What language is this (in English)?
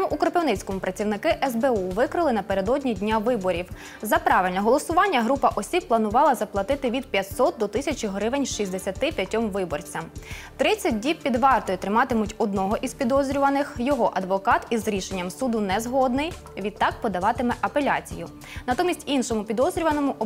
Ukrainian